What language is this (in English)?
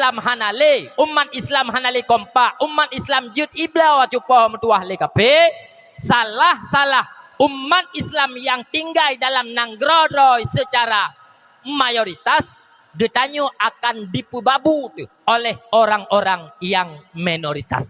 Achinese